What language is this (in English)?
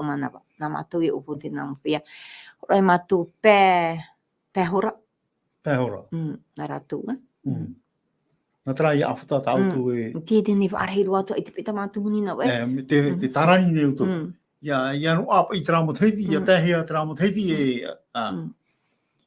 Tahitian